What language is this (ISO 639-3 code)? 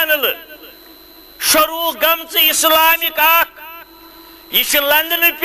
kas